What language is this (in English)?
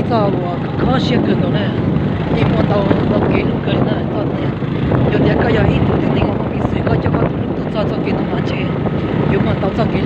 Hmong